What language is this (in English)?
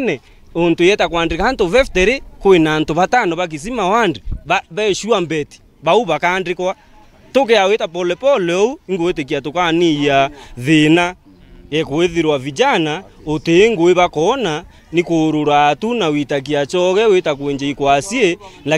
Meru